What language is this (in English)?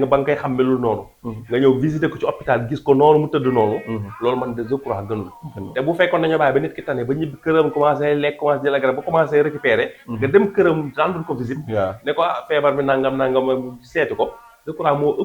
Wolof